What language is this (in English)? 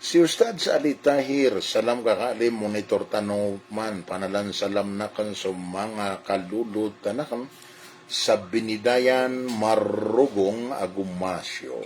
Maranao